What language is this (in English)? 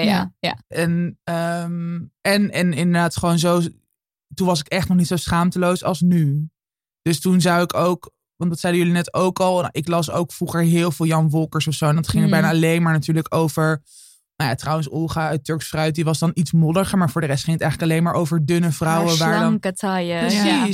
Dutch